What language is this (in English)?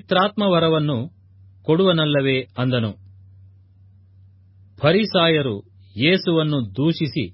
Kannada